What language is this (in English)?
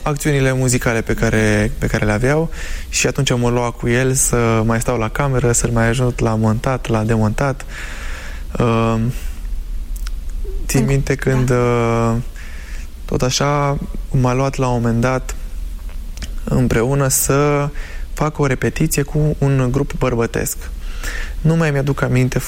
Romanian